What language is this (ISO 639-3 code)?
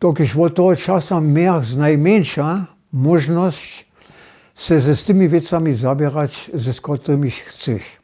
hsb